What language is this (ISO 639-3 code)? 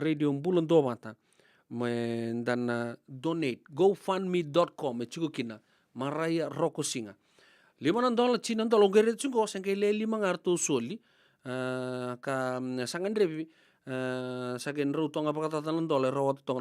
fij